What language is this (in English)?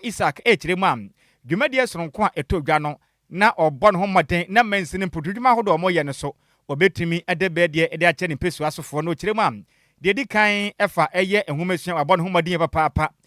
Akan